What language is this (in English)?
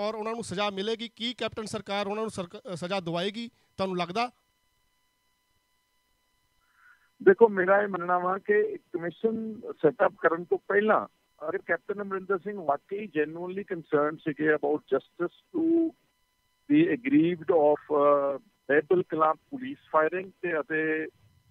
Punjabi